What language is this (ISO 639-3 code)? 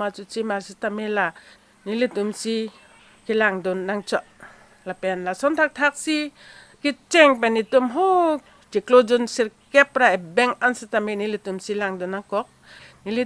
mjw